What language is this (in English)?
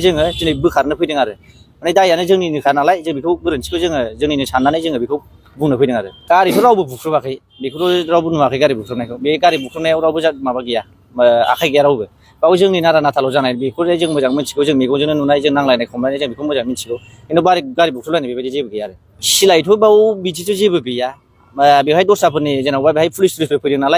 Bodo